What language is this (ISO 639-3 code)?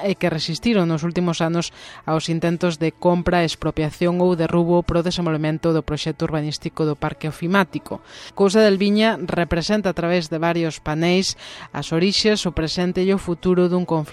glg